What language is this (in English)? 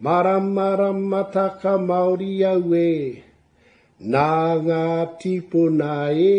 Māori